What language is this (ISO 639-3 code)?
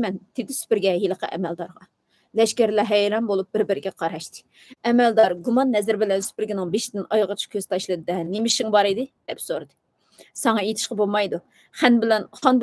uig